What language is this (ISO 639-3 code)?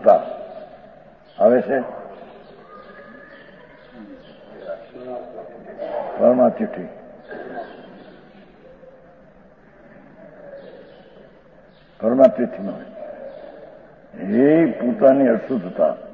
guj